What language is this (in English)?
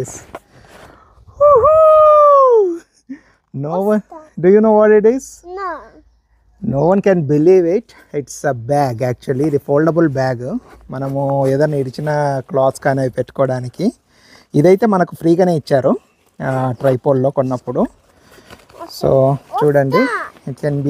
Telugu